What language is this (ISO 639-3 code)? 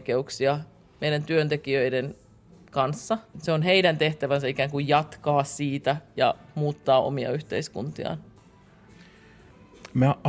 fin